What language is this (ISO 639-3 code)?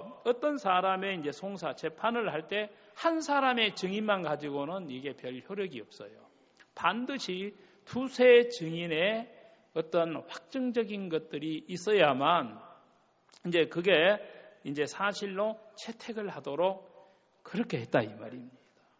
kor